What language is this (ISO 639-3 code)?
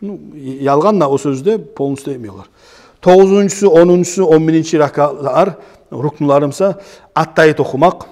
kum